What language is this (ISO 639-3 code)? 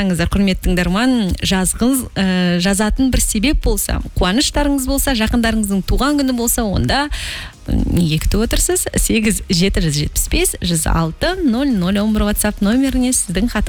kaz